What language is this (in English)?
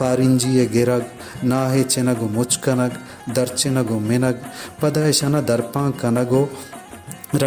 Baluchi